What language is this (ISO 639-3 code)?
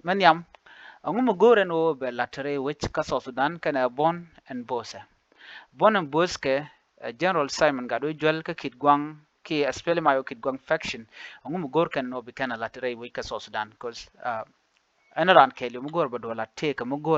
nus